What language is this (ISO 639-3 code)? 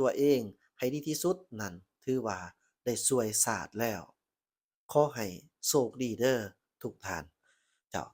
lao